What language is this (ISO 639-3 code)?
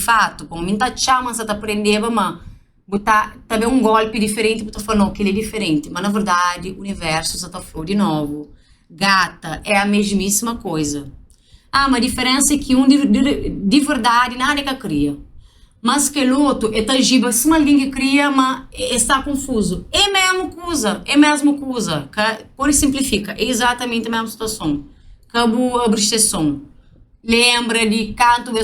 kea